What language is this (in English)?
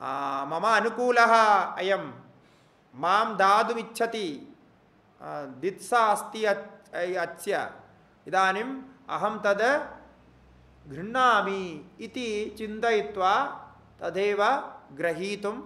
Sanskrit